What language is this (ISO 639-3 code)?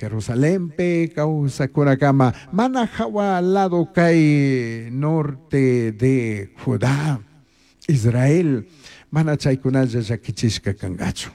qug